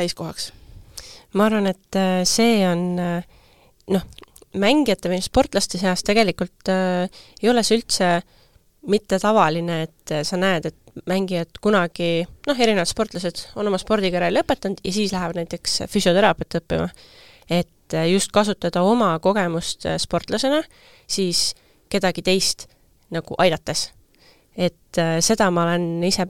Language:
Estonian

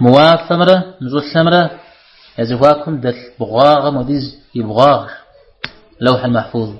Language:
Kabardian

